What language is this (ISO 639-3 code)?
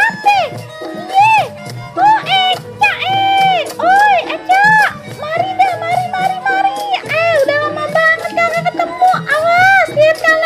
bew